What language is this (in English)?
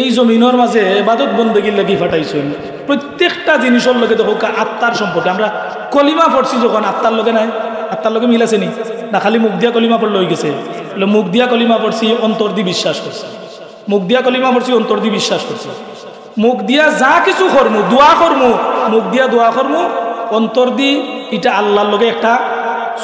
Sylheti